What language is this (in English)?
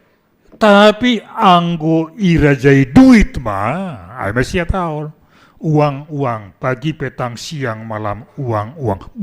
Batak Simalungun